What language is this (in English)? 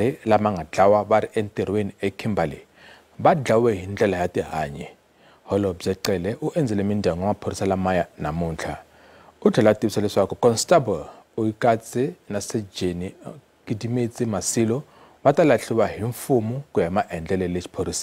Tsonga